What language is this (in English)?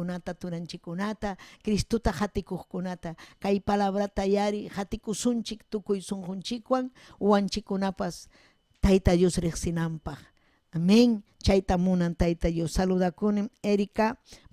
Ayacucho Quechua